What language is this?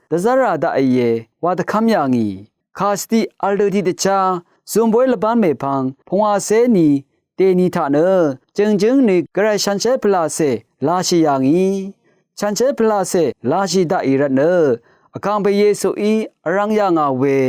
Rawang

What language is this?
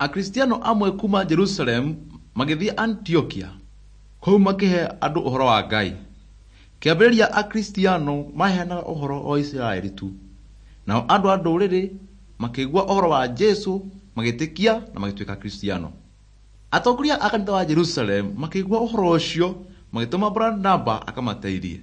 Kikuyu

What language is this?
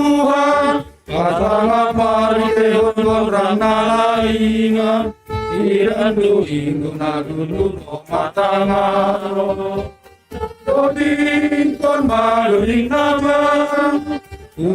Batak Simalungun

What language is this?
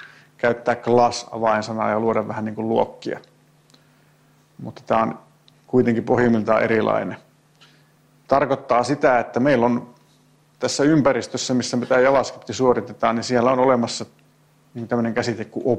Finnish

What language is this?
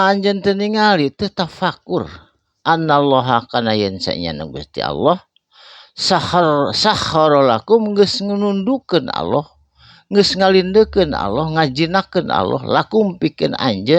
Sundanese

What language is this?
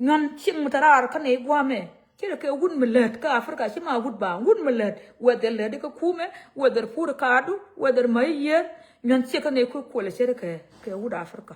Nuer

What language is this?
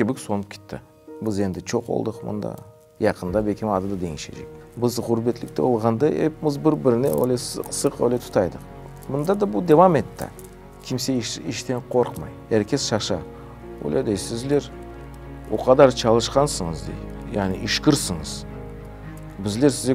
Crimean Tatar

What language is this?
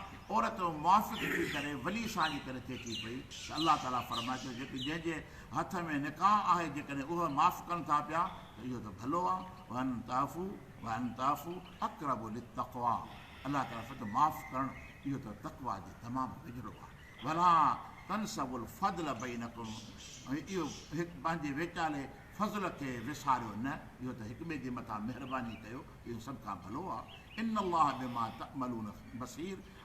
Sindhi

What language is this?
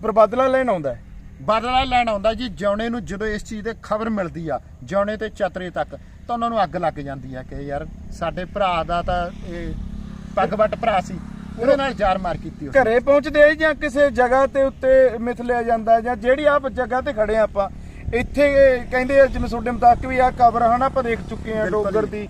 Punjabi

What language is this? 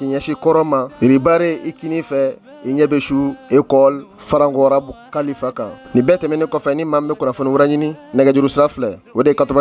Bambara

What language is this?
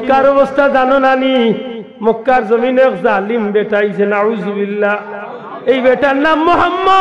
Sylheti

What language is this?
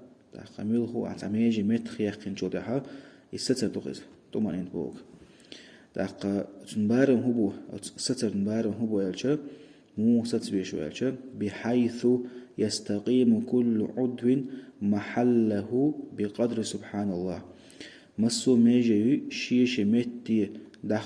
Chechen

